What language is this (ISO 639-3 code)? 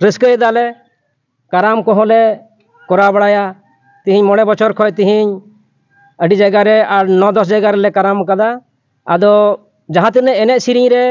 sat